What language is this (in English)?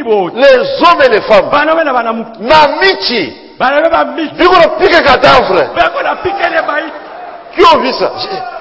Swahili